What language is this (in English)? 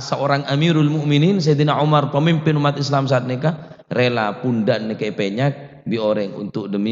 Madurese